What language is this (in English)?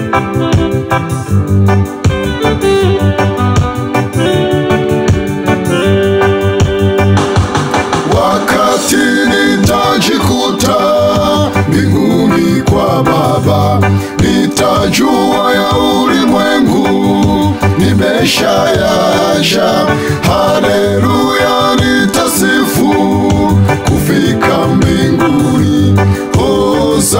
Swahili